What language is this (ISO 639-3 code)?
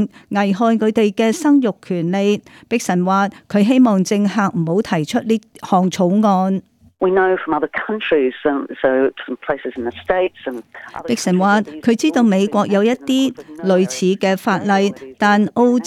yue